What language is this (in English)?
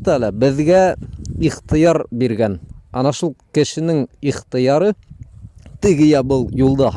Bashkir